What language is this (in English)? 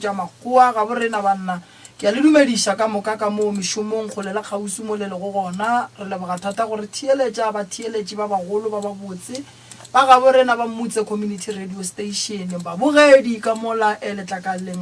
Northern Sotho